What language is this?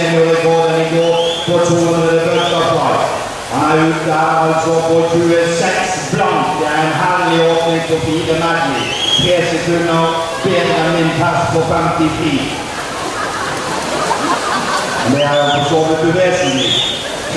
Norwegian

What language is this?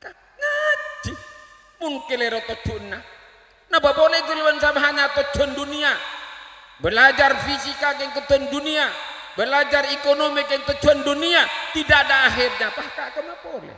Madurese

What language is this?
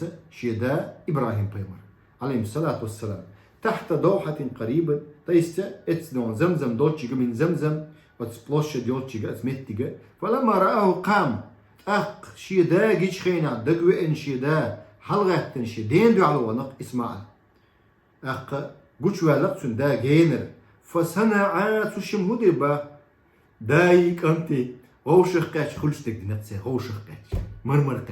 Chechen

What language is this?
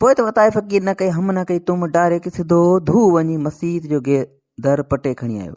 Sindhi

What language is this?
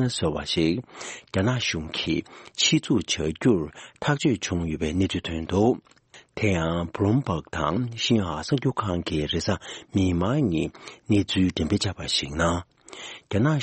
Tibetan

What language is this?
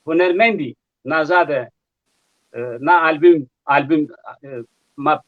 Zaza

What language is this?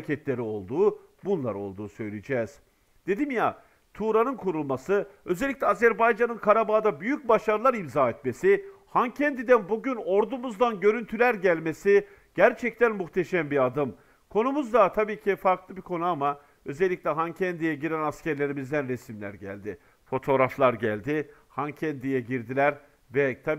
Turkish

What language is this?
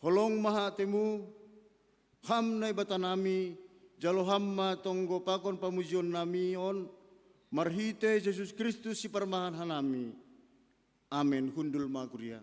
Batak Simalungun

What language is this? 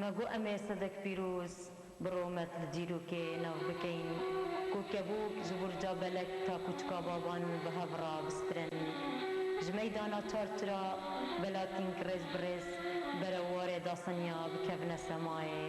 Kurdish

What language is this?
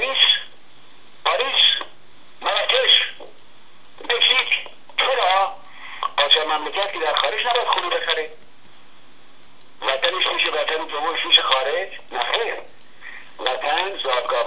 Persian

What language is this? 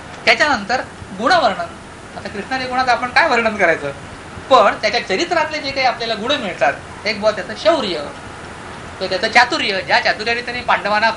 Marathi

